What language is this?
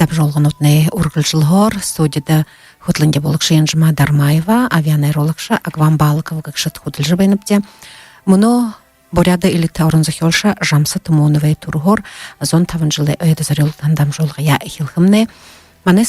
Buriat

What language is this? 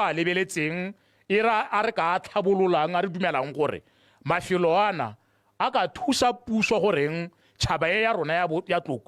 Tswana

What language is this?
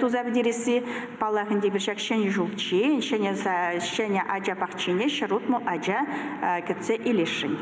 Chuvash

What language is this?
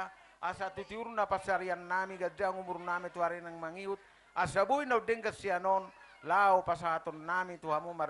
Batak Toba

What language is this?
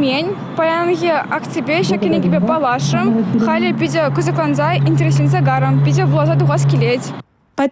Chuvash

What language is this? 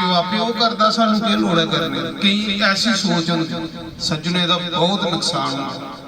Dogri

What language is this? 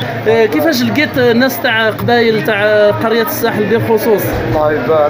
Algerian Arabic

